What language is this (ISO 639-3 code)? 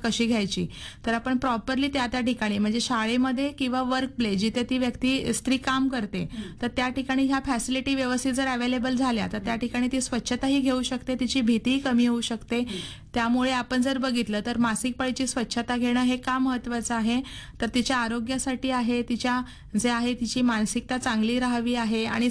mar